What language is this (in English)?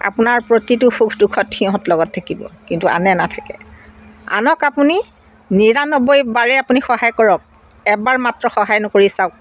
Assamese